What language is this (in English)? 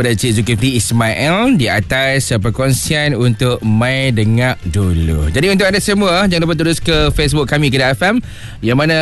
Malay